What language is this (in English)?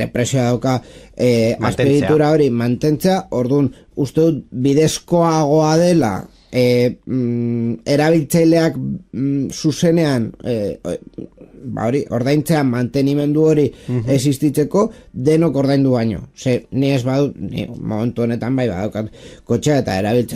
Basque